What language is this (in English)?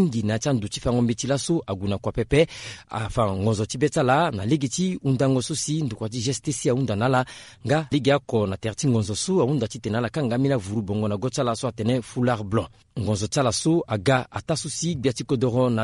Sango